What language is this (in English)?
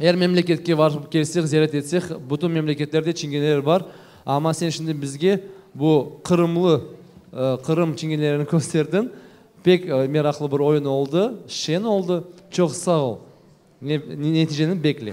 Crimean Tatar